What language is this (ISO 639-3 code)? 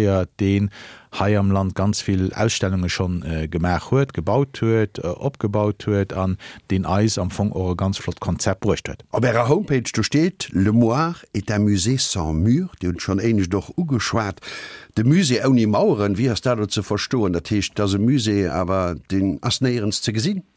ltz